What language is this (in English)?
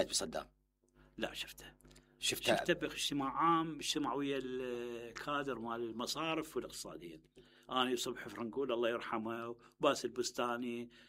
Mesopotamian Arabic